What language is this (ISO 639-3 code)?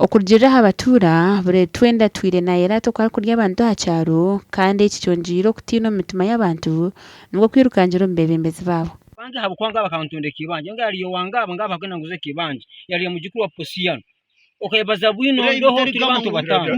nyn